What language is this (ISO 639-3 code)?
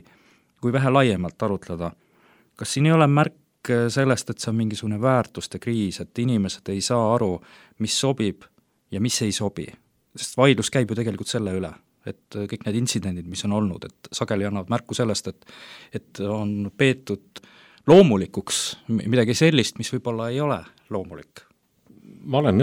est